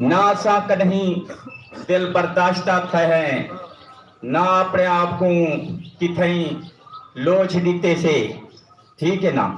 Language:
Saraiki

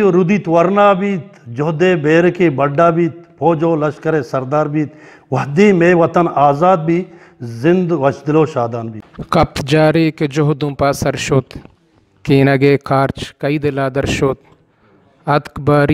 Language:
Eastern Balochi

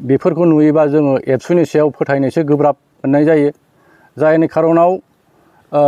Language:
Bodo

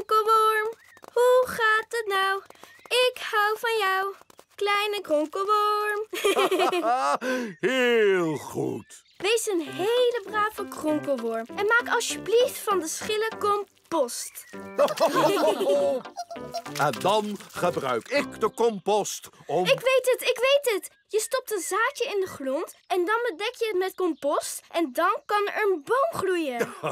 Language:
Dutch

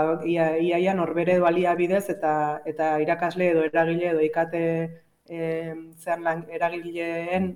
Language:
Basque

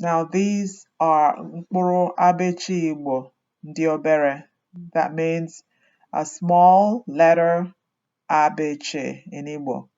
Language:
Igbo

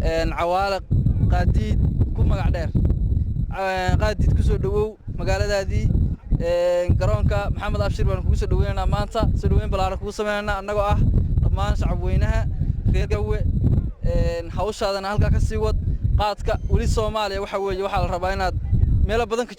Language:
Somali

